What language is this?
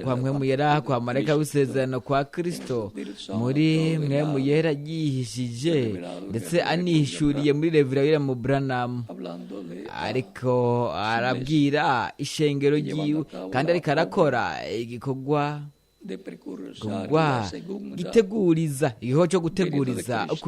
Rundi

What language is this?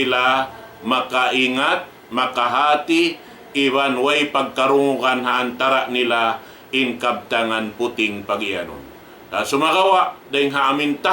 Tausug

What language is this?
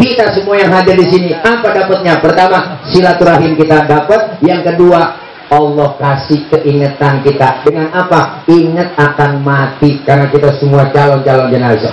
Betawi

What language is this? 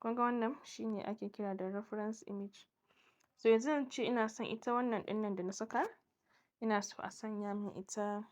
Hausa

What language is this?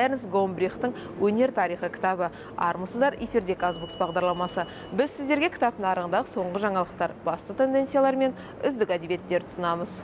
Kazakh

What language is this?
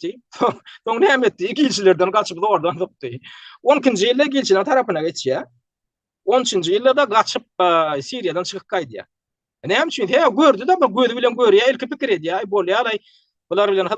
Turkmen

